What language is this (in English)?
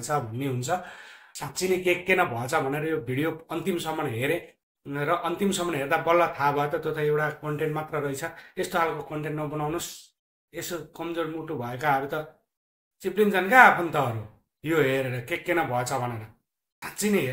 Nepali